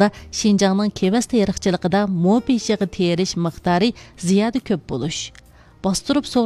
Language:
Uyghur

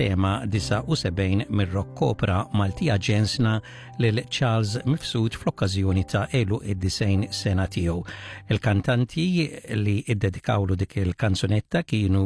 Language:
Maltese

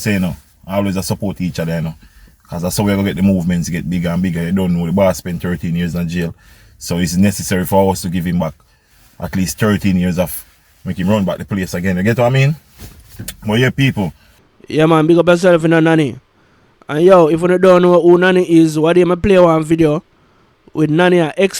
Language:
Jamaican Creole English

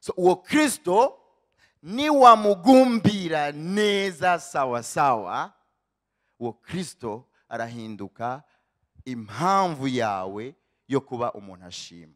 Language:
Rundi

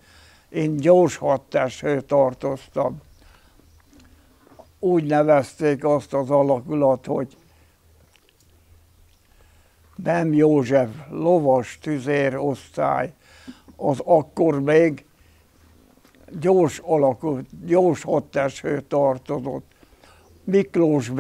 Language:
Hungarian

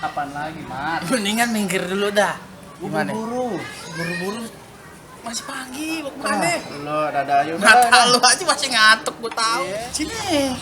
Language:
Betawi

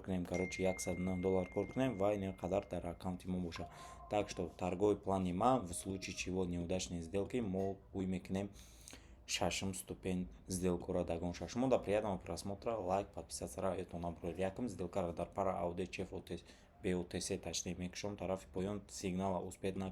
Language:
Tajik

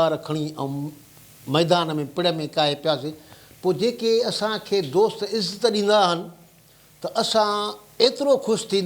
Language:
Sindhi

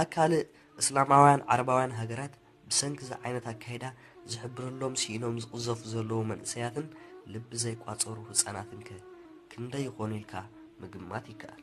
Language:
Tigrinya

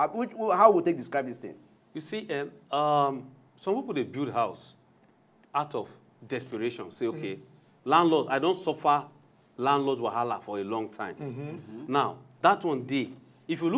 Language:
Nigerian Pidgin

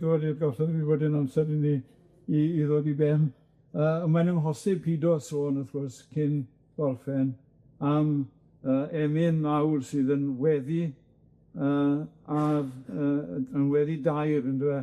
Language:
Welsh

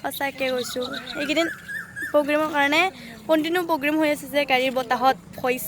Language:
Assamese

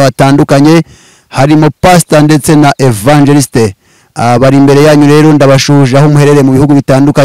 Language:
Kinyarwanda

